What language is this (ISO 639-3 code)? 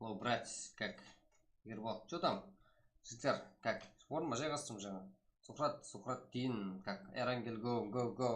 kaa